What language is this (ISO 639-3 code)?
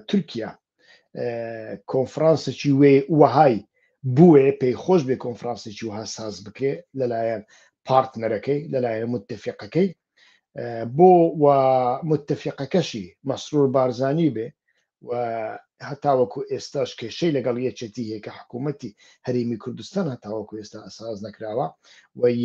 ckb